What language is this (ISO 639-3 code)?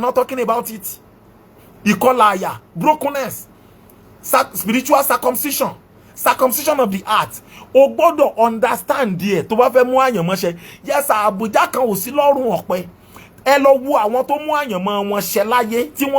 yor